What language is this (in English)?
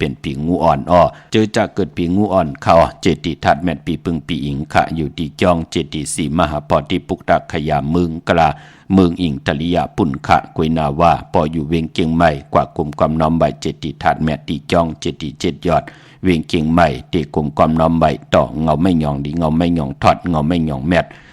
Shan